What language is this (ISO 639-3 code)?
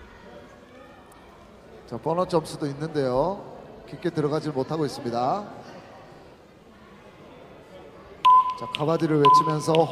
kor